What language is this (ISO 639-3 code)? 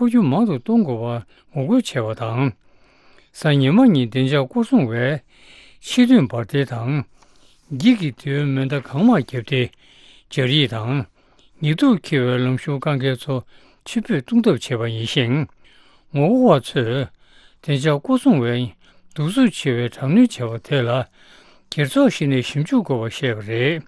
bod